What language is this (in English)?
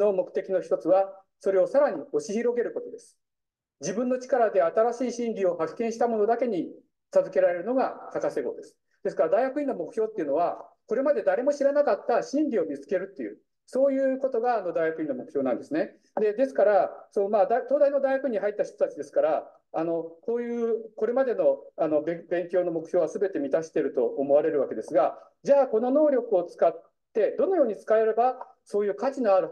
Japanese